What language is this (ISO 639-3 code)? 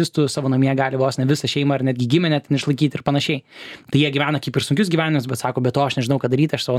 lit